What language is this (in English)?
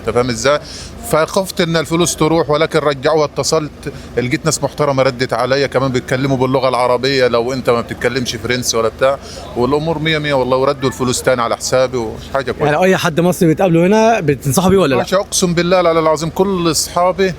Egyptian Arabic